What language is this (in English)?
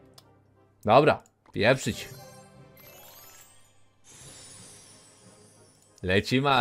Polish